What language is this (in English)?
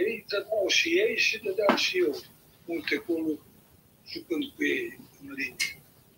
Romanian